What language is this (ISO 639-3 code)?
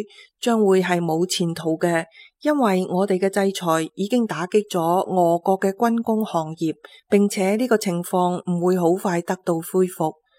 yue